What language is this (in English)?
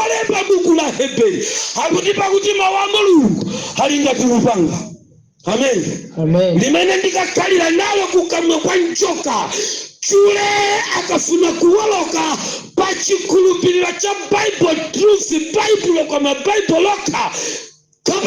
Nyanja